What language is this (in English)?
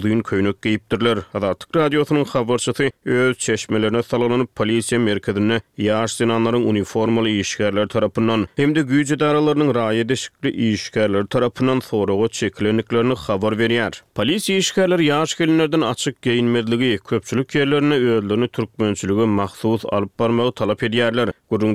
Turkmen